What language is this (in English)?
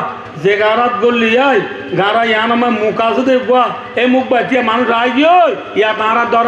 Rohingya